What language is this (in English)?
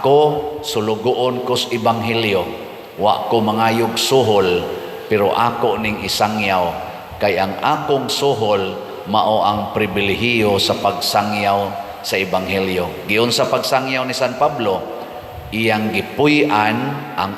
Cebuano